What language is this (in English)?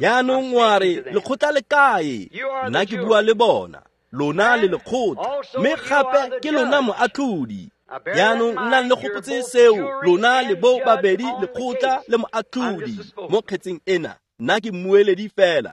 Tswana